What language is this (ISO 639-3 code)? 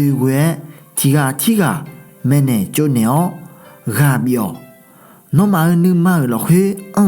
ahk